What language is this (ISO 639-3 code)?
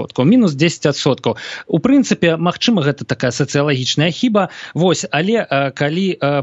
bel